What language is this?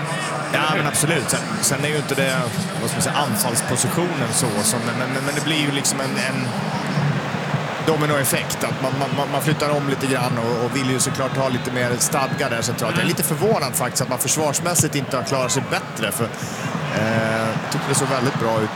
Swedish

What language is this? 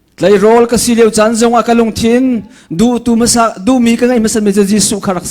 Falam Chin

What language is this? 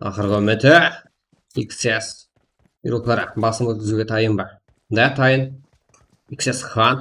Kara-Kalpak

